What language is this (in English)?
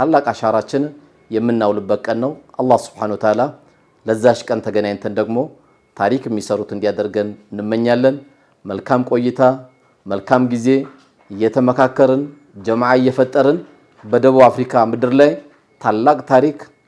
Amharic